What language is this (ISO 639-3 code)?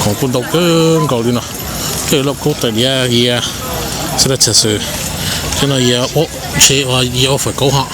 hmn